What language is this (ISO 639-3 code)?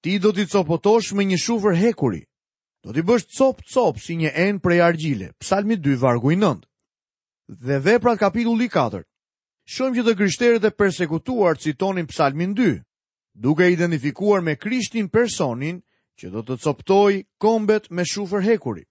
sqi